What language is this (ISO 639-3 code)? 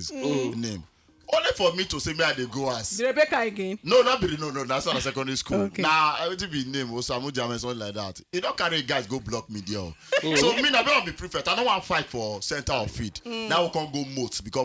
pcm